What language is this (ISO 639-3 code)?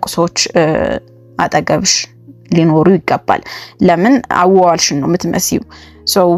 amh